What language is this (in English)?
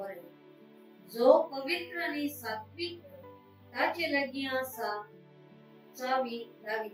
Konkani